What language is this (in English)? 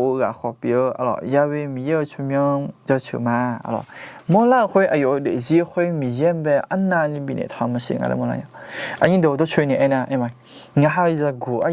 Akha